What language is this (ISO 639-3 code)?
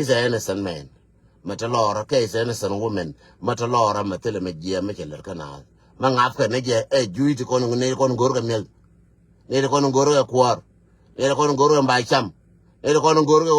nus